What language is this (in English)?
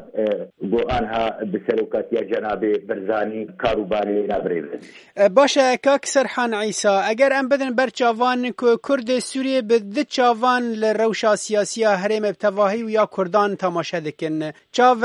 Kurdish